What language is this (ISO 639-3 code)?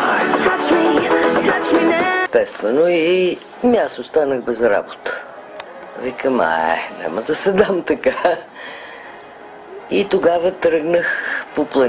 bul